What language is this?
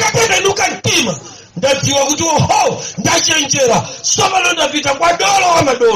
Nyanja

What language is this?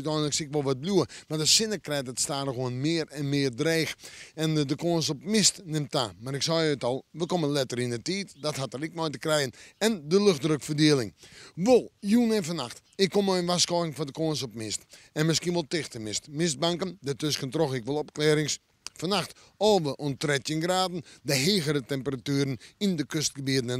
Western Frisian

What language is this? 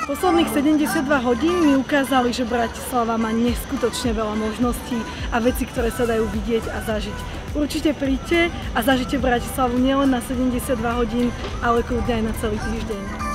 Slovak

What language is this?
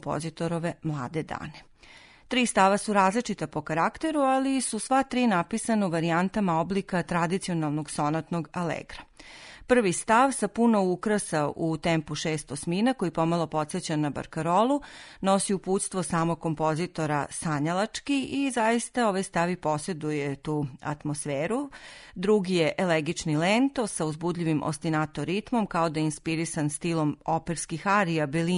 Serbian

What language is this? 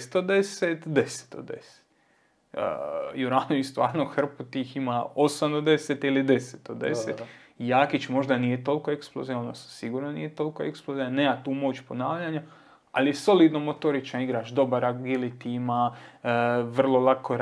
Croatian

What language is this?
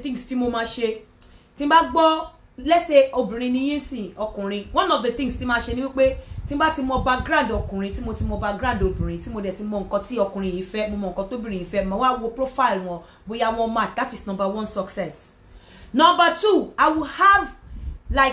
Yoruba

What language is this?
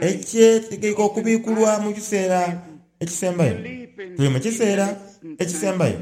Soga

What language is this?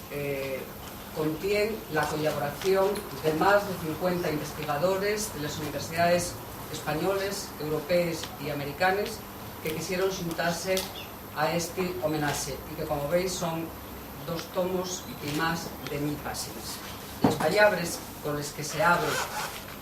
Asturian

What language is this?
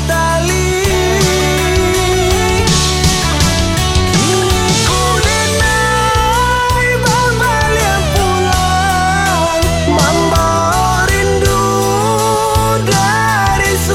Malay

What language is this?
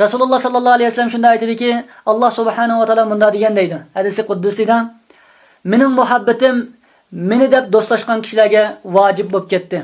Uyghur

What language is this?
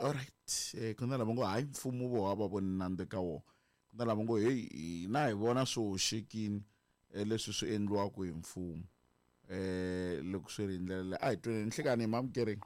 Tsonga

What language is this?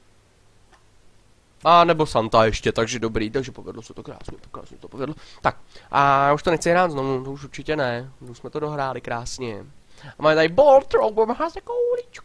Czech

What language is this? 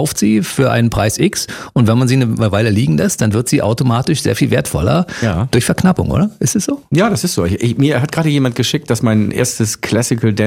German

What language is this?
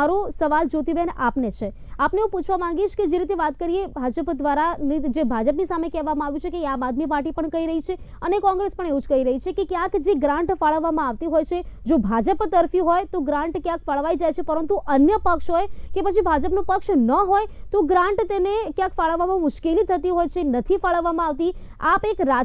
Gujarati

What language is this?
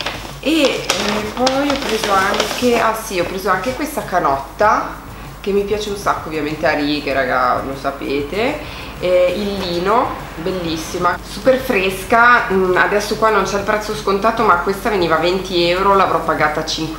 Italian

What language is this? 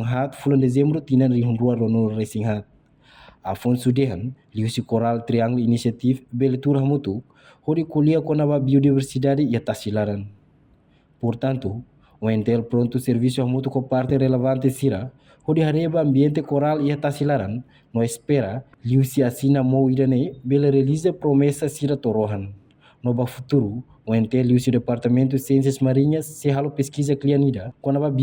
Tetum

